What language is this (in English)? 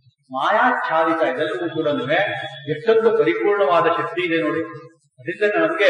Kannada